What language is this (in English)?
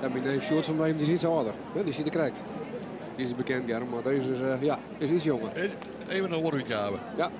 Western Frisian